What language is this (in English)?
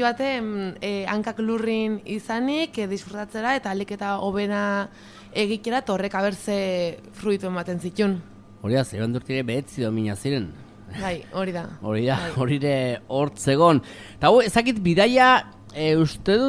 Basque